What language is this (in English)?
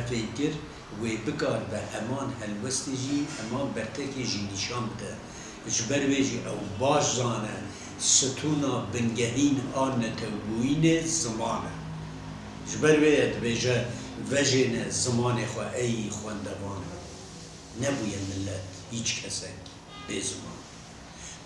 Kurdish